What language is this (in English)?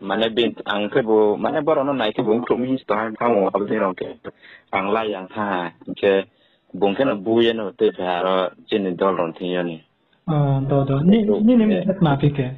Riang (India)